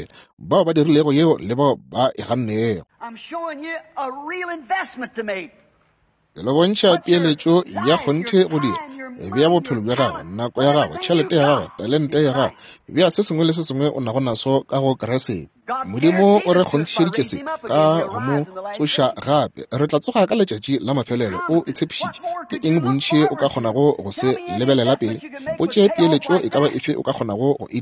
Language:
Northern Sotho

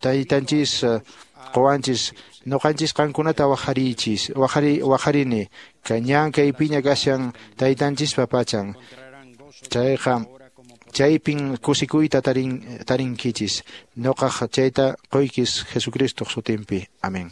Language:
Quechua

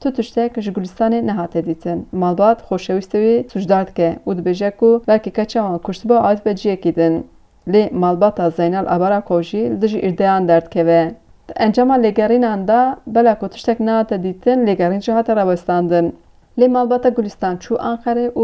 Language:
Kurdish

